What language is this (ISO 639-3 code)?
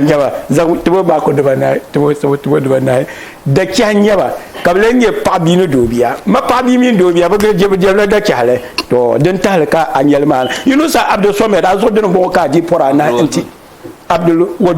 dag